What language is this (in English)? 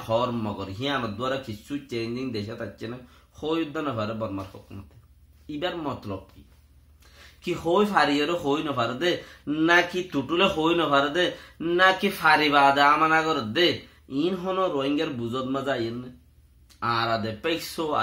Rohingya